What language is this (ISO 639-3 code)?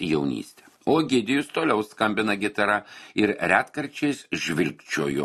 lit